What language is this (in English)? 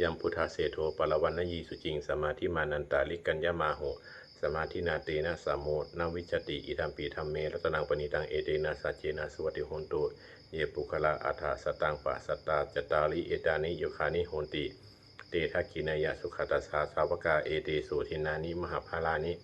Pali